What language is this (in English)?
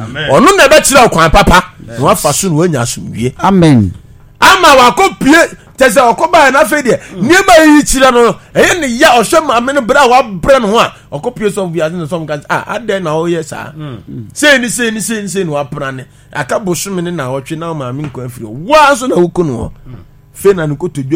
Akan